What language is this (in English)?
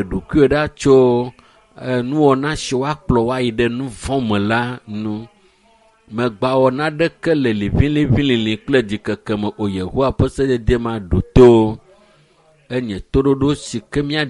Ewe